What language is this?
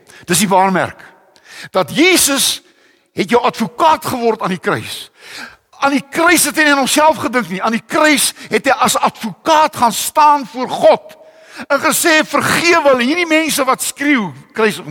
Afrikaans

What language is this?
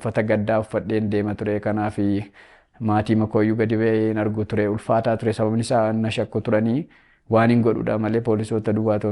Oromo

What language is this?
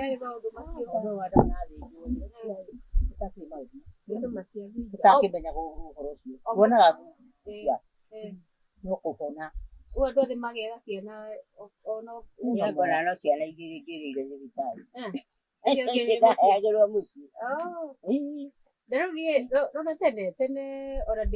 Kikuyu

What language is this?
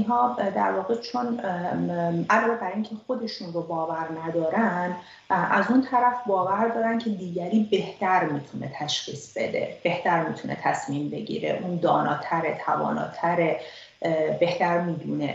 Persian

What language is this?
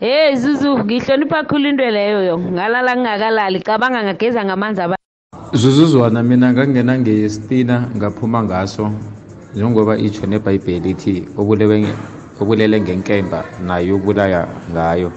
South Ndebele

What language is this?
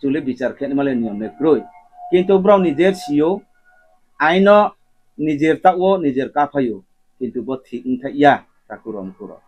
Riang (India)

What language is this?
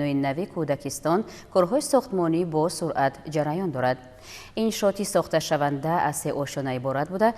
Tajik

